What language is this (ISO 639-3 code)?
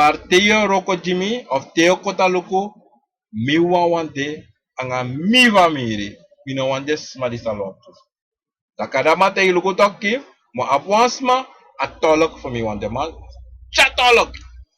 srn